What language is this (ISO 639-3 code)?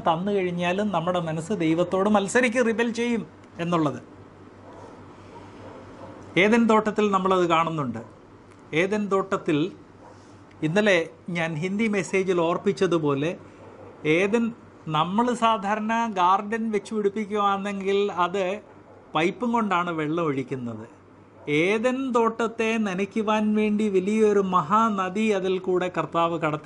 mal